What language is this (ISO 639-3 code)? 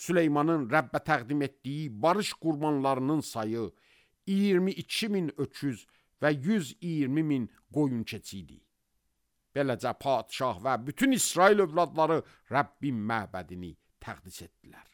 aze